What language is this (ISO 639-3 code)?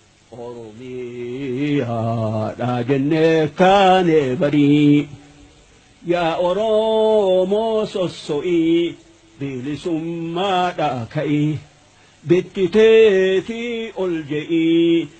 orm